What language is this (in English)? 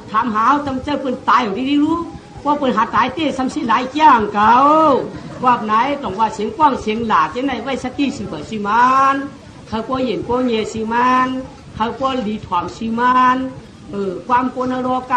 Shan